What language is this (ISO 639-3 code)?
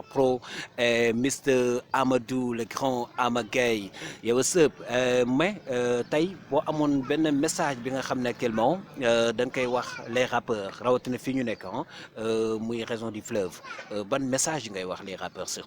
wol